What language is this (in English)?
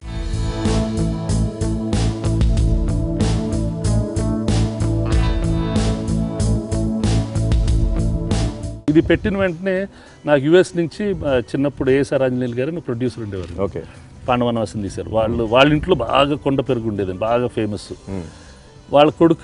Telugu